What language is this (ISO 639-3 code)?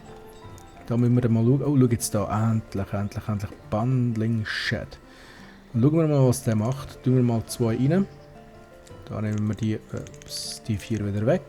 gsw